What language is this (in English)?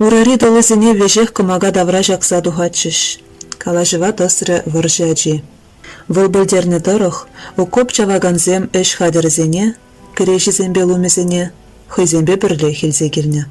Chuvash